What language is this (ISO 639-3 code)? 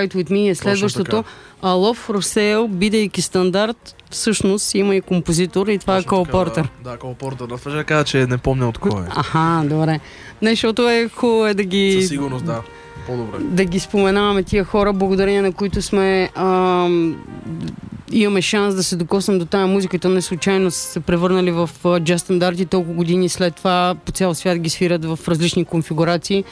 bul